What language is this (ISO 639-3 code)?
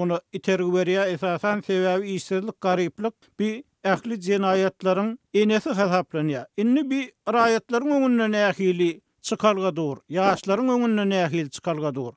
tuk